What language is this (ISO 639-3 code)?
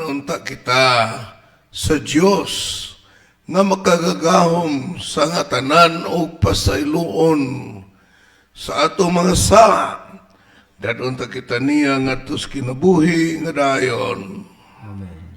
ceb